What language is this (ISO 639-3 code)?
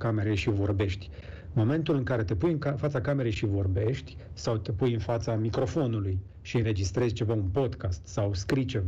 ron